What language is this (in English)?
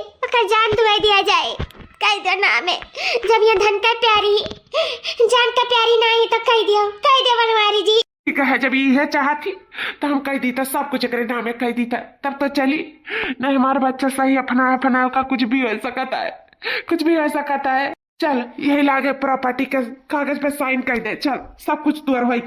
Awadhi